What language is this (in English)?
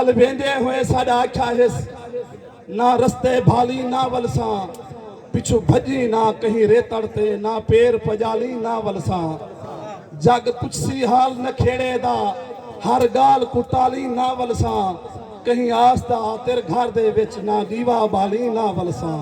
Saraiki